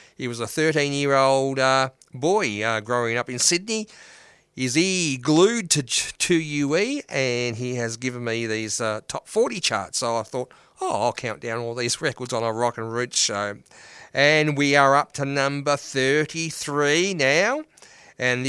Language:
English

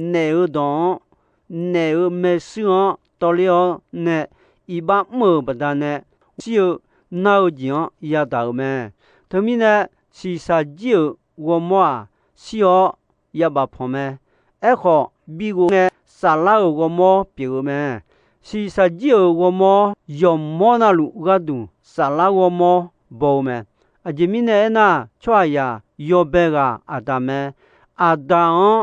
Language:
Akha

